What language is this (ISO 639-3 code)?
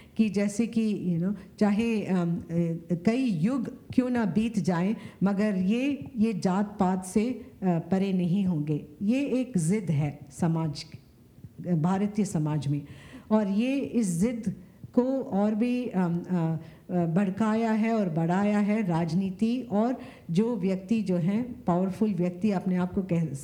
hin